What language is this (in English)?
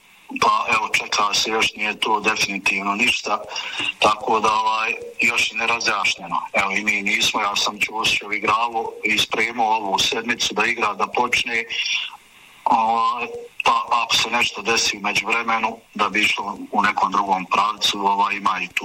Bosnian